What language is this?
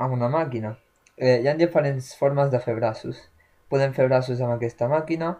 Catalan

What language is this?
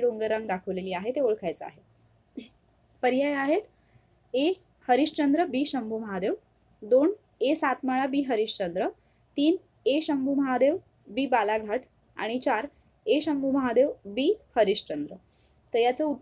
Marathi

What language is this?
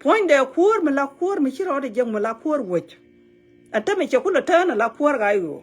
Nuer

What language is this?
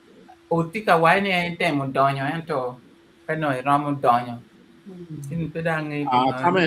Acoli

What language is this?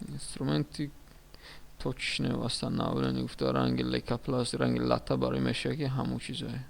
Tajik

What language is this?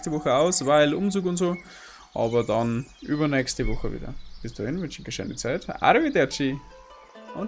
Bavarian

